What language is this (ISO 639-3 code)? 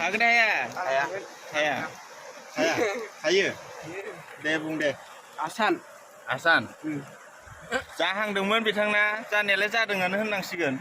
brx